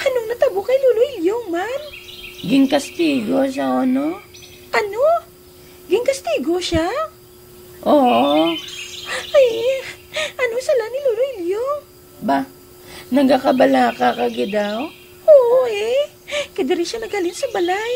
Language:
Hiligaynon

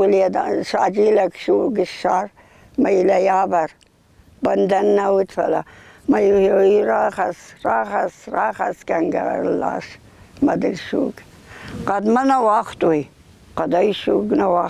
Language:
Ossetic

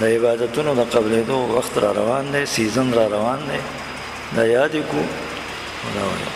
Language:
Pashto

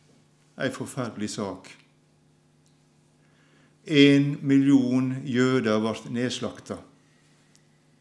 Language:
Norwegian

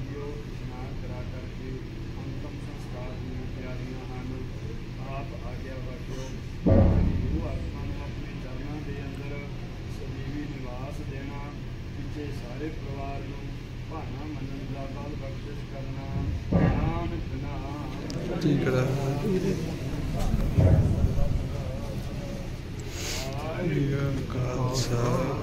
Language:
Punjabi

